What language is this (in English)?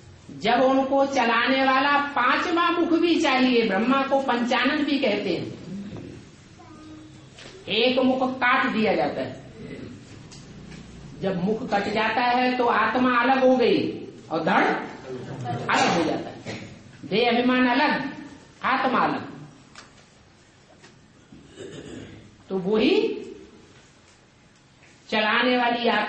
Hindi